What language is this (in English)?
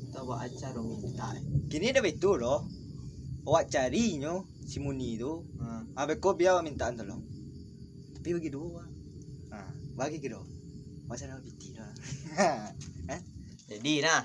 Minangkabau